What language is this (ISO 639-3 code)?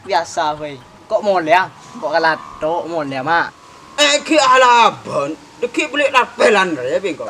mad